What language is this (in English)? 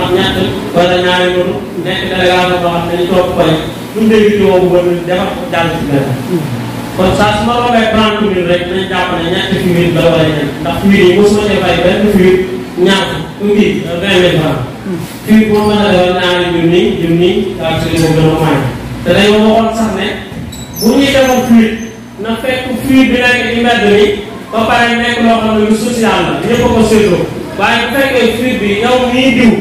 Wolof